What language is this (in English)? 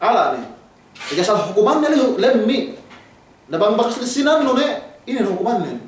Yakan